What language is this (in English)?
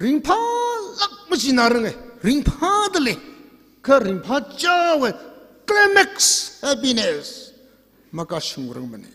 Tangkhul Naga (India)